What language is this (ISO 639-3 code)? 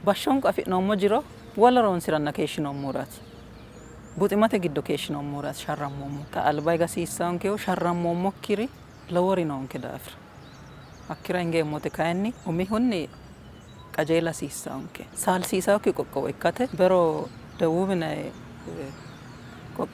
sid